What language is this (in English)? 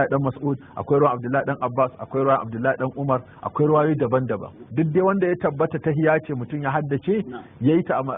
Hausa